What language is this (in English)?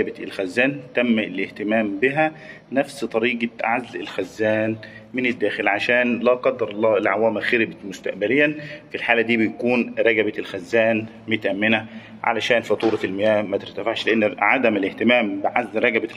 Egyptian Arabic